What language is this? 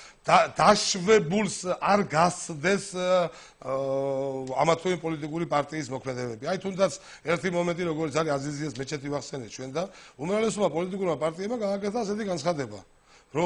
Georgian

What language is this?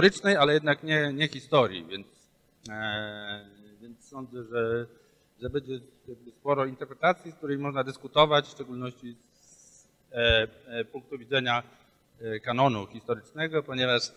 Polish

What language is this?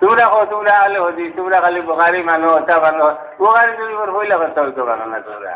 Sylheti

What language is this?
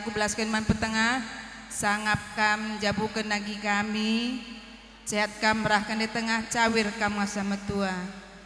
Batak Karo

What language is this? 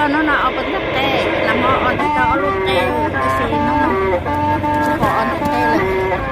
Hmong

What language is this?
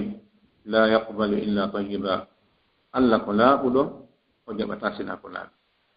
Fula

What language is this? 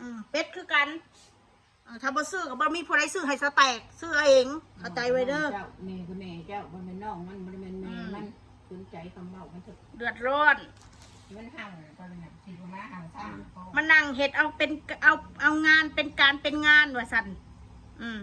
Northeastern Thai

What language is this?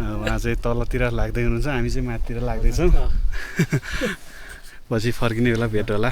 Nepali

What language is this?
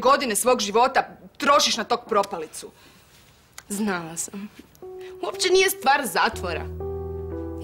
Croatian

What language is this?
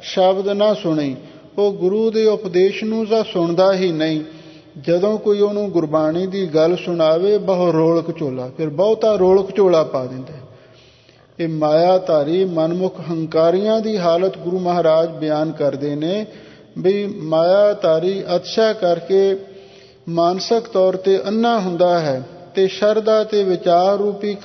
Punjabi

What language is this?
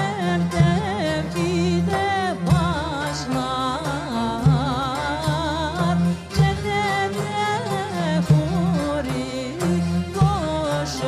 Crimean Tatar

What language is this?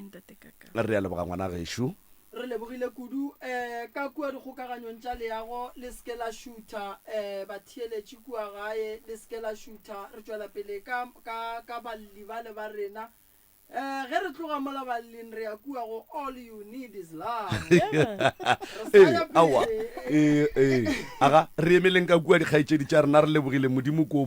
Northern Sotho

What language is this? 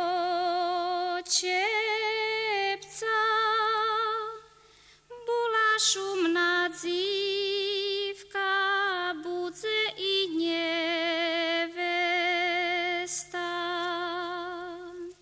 Slovak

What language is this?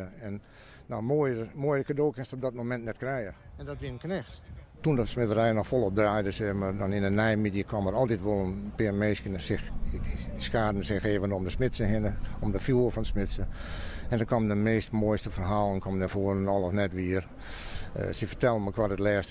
Western Frisian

